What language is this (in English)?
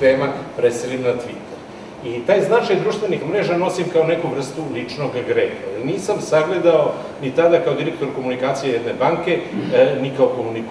Serbian